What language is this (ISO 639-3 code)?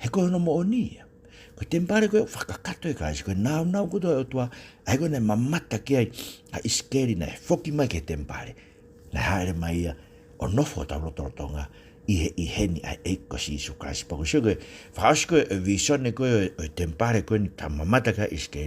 ton